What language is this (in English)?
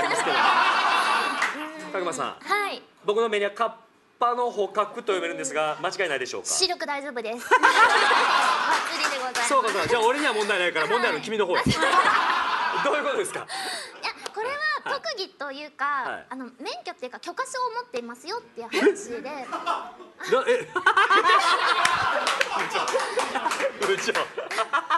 Japanese